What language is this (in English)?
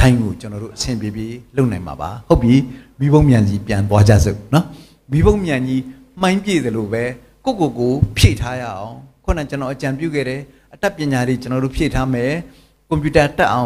Burmese